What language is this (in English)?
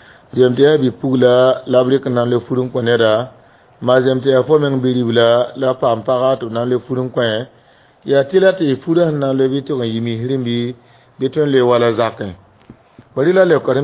Mossi